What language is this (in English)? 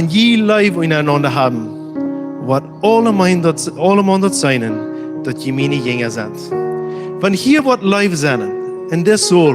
Plautdietsch